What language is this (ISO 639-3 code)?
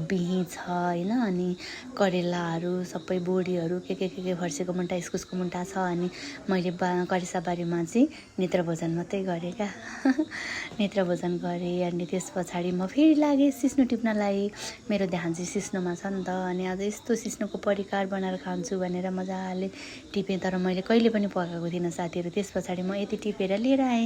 nep